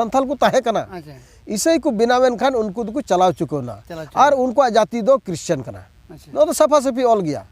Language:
Santali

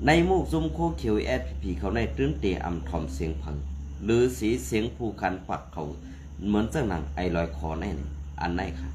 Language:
Shan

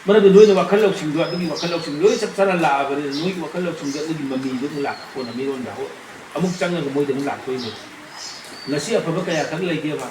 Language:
Manipuri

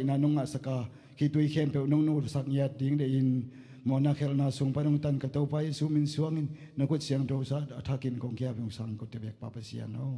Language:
Tedim Chin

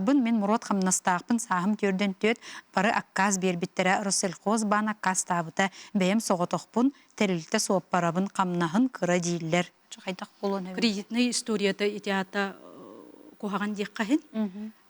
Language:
Yakut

